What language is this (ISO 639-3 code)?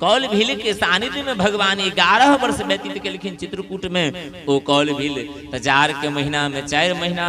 mai